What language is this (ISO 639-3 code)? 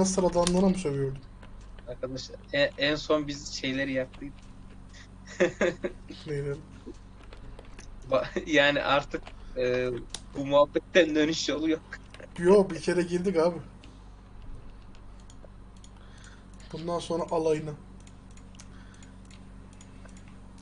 tur